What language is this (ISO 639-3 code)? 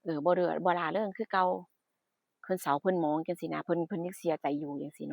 tts